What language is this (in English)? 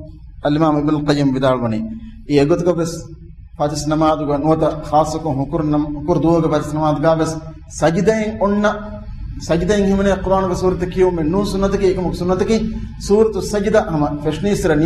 Divehi